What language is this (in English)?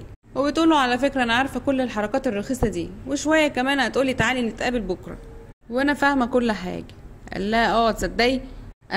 Egyptian Arabic